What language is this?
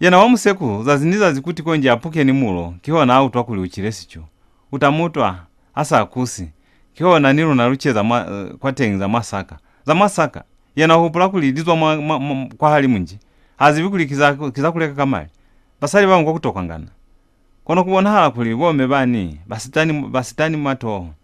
Lozi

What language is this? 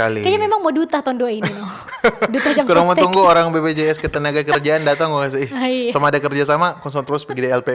Manado Malay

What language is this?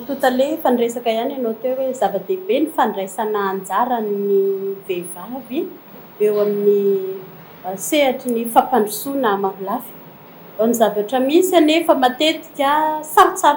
Malagasy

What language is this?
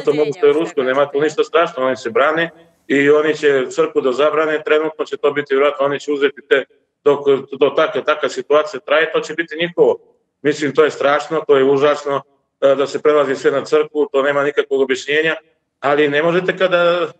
Serbian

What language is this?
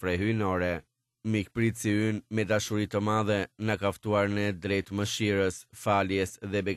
Albanian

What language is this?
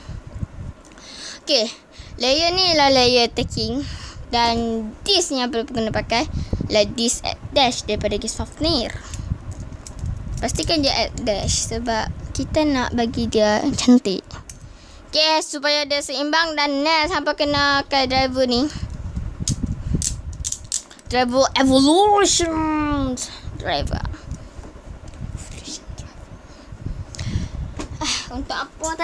Malay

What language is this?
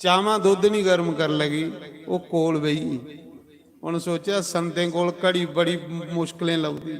Dogri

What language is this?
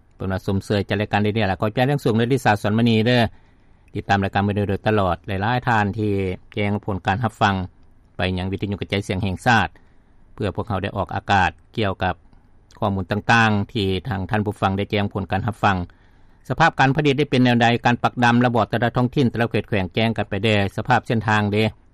Lao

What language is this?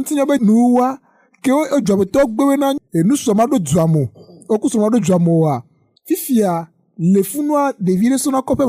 Ewe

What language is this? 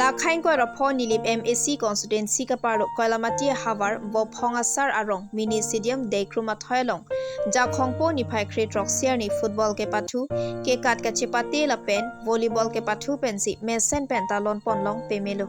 Karbi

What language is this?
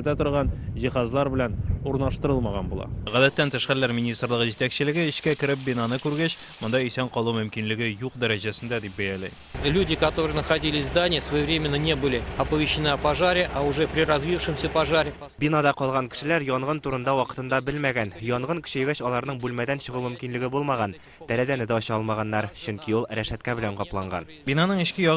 Tatar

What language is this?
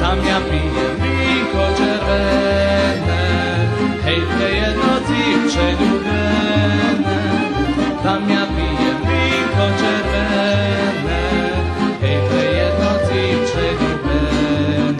Rusyn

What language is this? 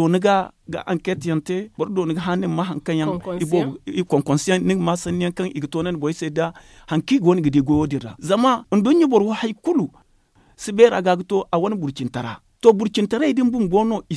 Zarma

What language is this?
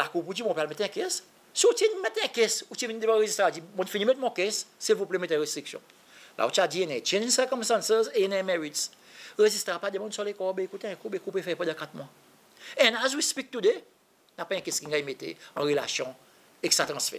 Seselwa Creole French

